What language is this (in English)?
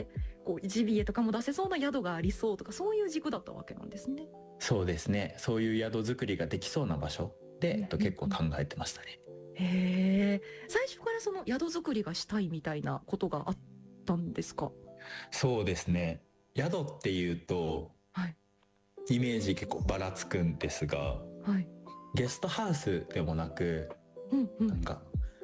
Japanese